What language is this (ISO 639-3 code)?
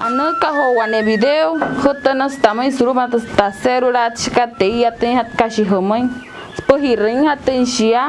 guc